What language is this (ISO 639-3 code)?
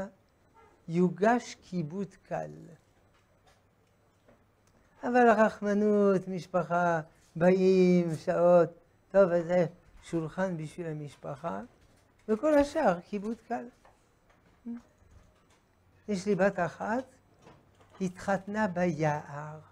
heb